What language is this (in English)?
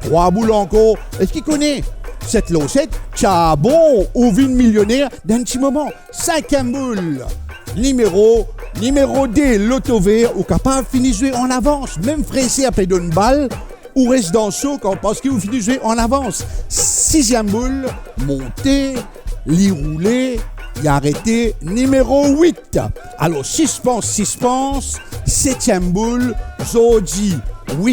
Morisyen